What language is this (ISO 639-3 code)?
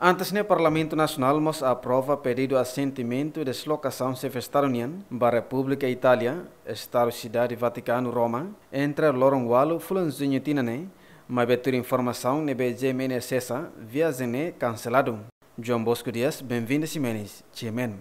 tet